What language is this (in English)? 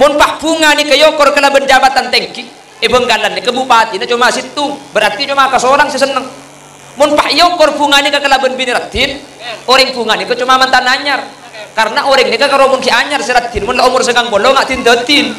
Madurese